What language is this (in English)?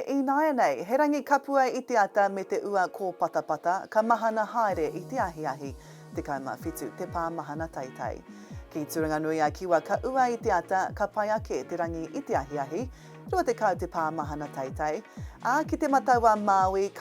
Māori